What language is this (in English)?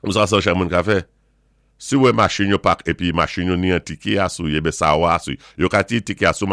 Saint Lucian Creole French